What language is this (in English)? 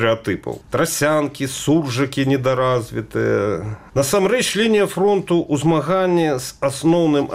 Belarusian